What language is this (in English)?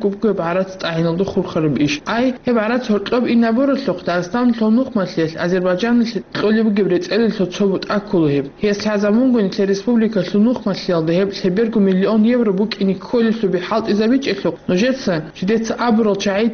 Avaric